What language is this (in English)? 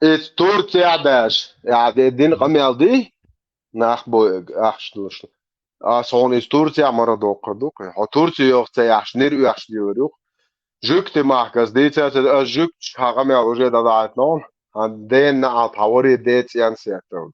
Chechen